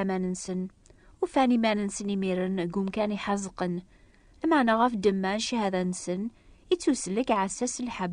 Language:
Kabyle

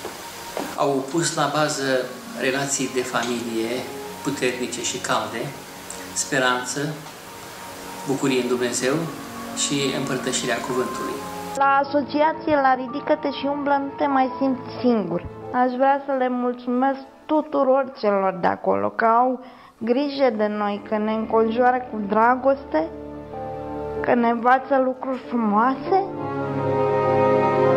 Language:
Romanian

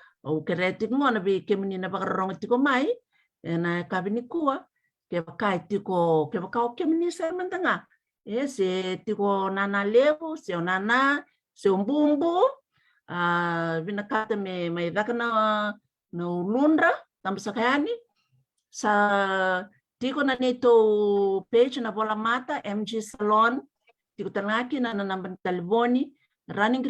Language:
Fijian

